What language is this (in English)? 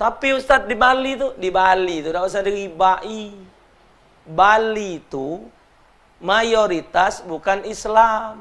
Musi